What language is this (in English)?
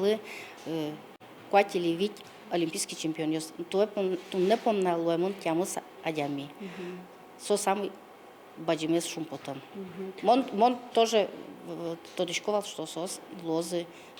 Udmurt